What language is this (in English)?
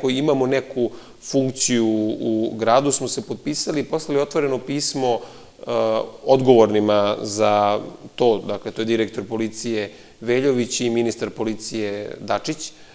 Serbian